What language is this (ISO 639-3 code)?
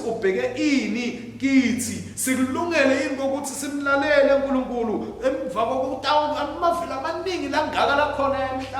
ssw